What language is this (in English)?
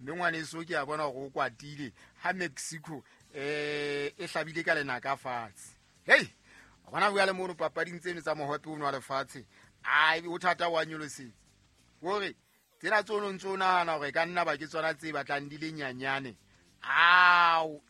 Southern Sotho